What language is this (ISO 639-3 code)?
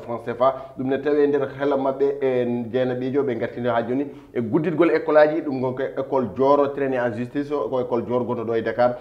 ful